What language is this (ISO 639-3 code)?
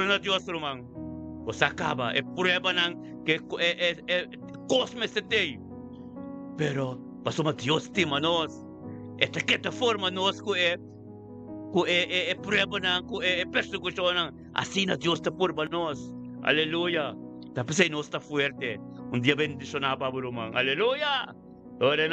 pap